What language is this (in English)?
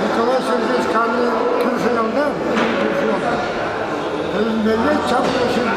Chuvash